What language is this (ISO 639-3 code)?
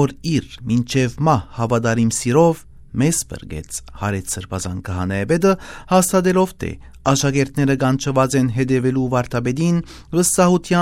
hye